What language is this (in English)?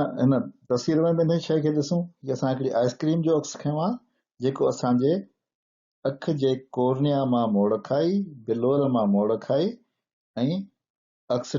Sindhi